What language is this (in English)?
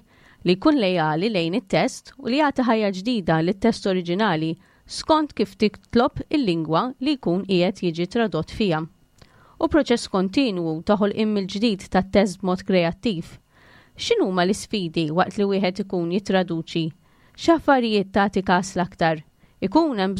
Maltese